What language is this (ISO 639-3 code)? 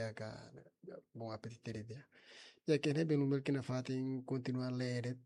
tet